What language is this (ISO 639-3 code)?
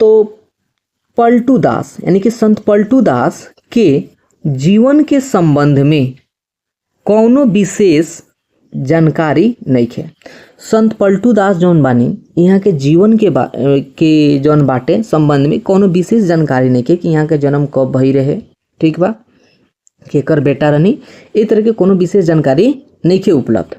bho